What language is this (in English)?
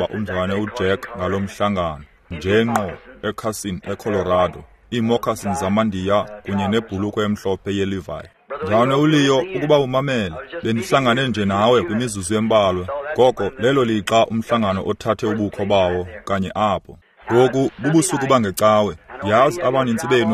Xhosa